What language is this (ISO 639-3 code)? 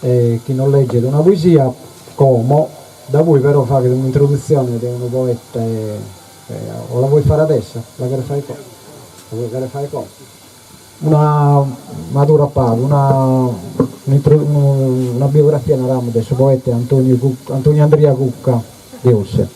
srd